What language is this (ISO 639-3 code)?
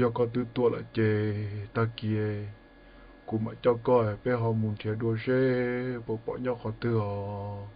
hmn